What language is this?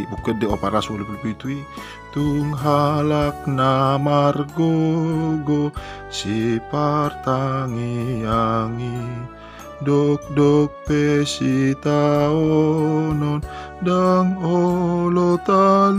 Batak Toba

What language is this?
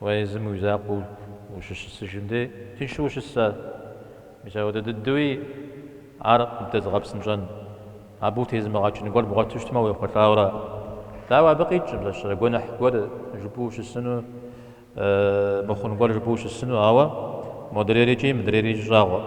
Kabardian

